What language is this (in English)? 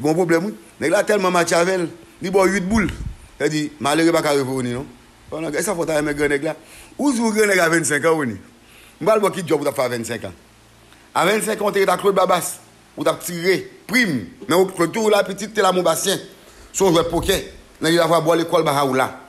Haitian Creole